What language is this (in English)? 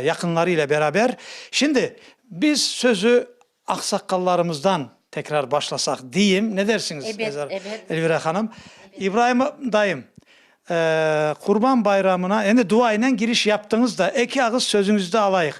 Crimean Tatar